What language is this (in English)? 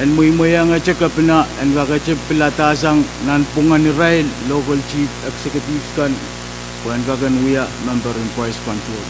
Pohnpeian